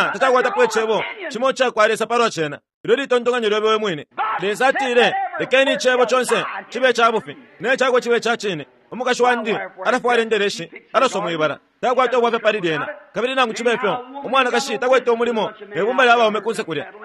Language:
Bemba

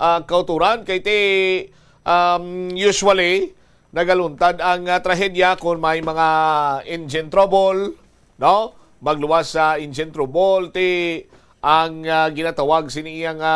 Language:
Hiligaynon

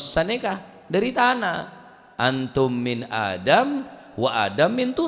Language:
Madurese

